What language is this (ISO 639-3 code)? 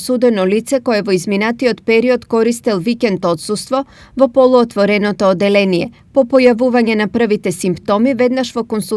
mkd